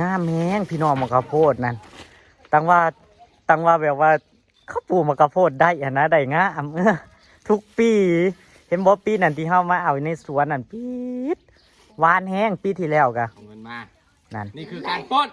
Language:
Northeastern Thai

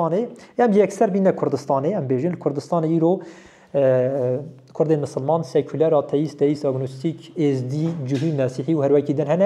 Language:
Kurdish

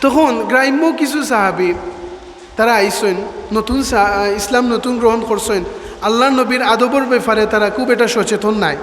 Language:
Sylheti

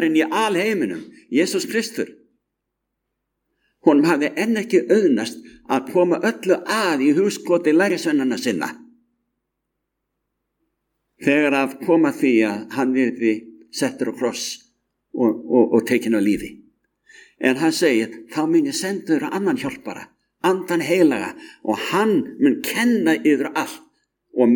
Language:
Icelandic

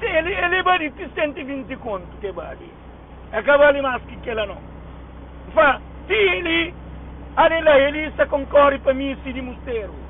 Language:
Kabuverdianu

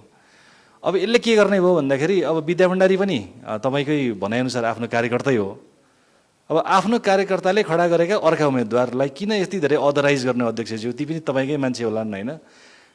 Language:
Nepali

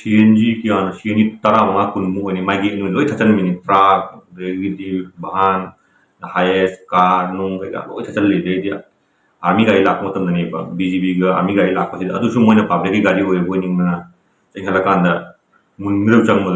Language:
Manipuri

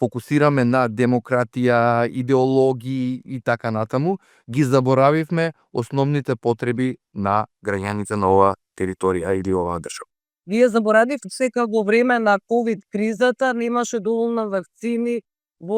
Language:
Macedonian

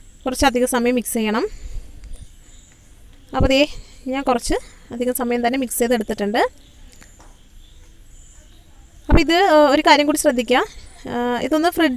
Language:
Malayalam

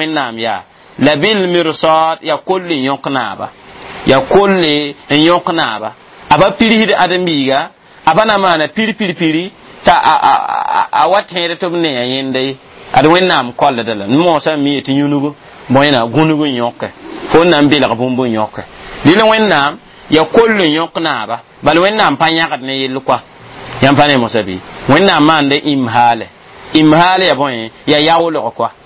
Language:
Mossi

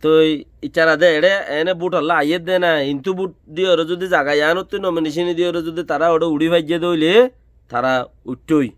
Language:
Rohingya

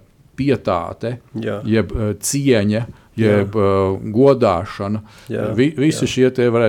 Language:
Latvian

